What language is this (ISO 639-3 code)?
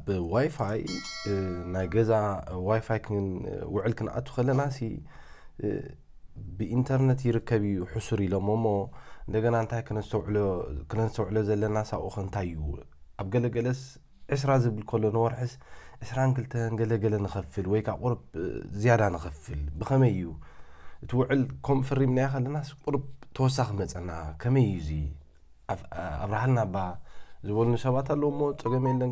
tir